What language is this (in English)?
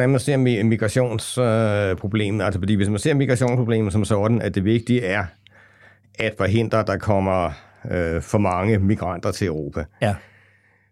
Danish